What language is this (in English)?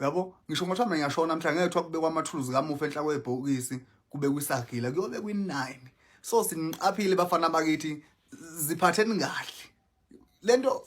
Zulu